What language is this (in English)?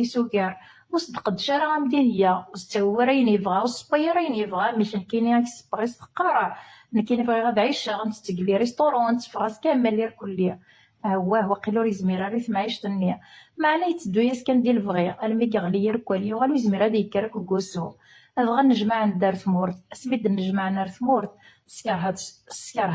Kabyle